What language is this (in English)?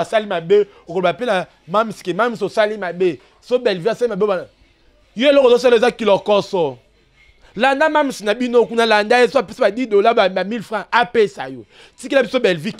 Lingala